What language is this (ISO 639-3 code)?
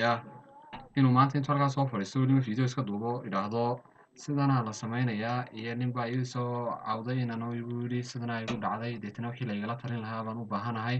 som